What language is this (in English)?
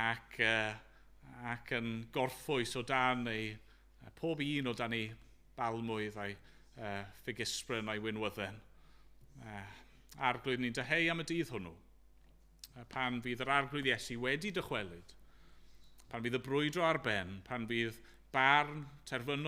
Welsh